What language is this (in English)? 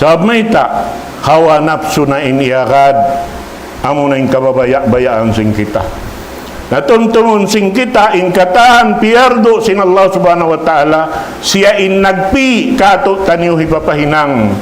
Tausug